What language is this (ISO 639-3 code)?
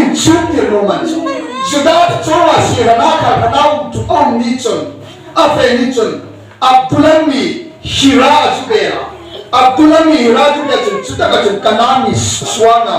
hmr